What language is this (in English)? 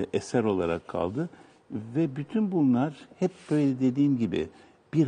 Turkish